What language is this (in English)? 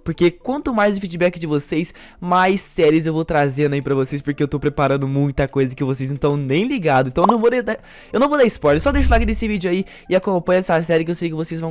Portuguese